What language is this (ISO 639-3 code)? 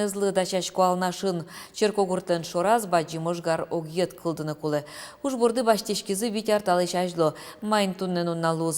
udm